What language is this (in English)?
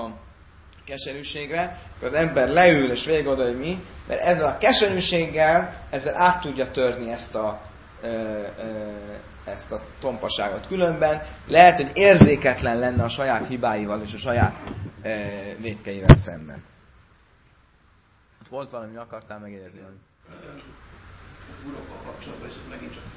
Hungarian